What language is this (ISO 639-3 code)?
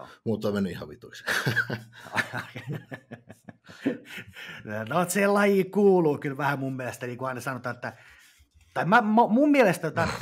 fin